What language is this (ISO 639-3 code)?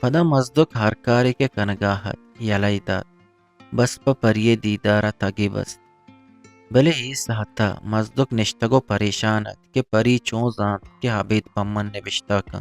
bgp